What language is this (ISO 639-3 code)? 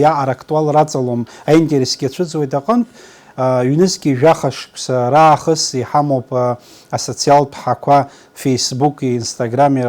abk